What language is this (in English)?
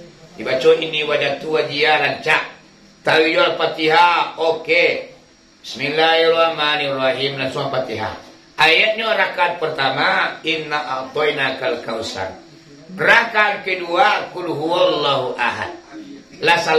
Minangkabau